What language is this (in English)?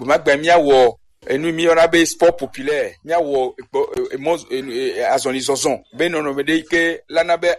Gen